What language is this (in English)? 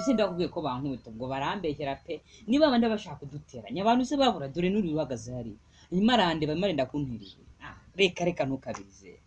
Kinyarwanda